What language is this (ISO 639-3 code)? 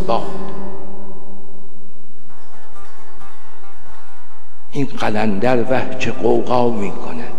fas